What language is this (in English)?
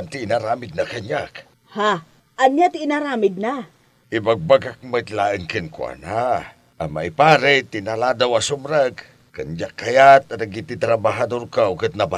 Iloko